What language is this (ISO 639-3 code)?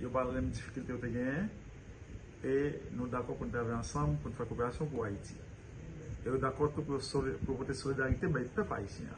hat